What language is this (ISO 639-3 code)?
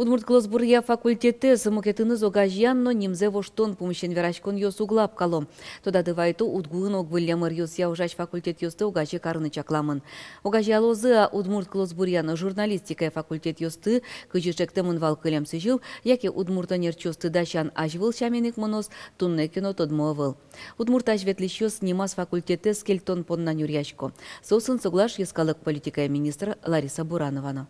udm